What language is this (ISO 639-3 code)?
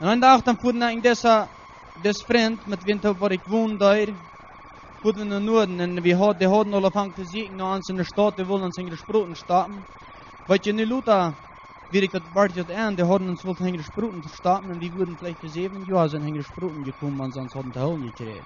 pdt